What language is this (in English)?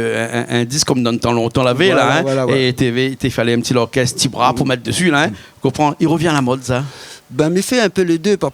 Réunion Creole French